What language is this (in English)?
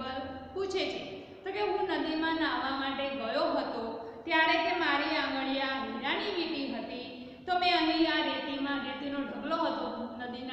Gujarati